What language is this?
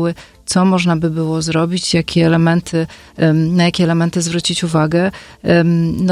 Polish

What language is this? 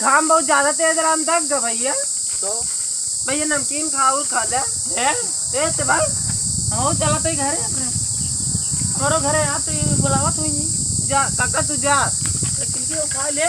Awadhi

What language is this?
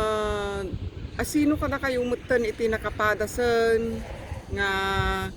Iloko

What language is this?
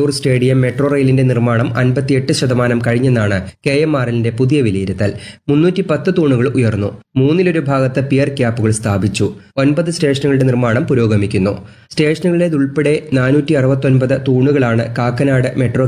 Malayalam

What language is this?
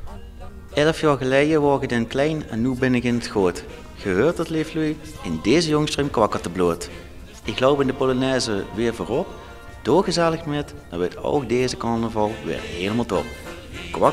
Limburgish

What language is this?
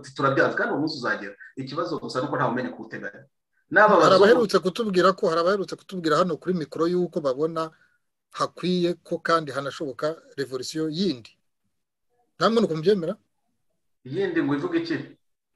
Kinyarwanda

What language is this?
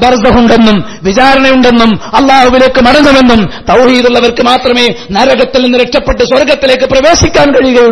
Malayalam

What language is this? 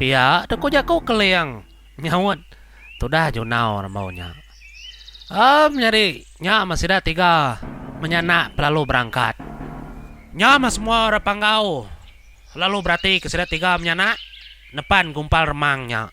Iban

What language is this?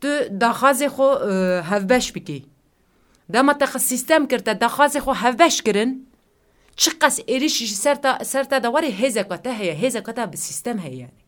Kurdish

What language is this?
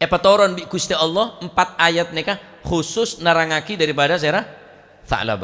Madurese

